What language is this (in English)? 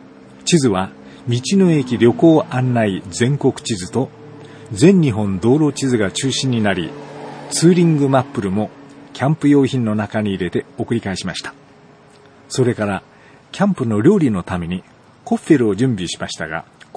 Japanese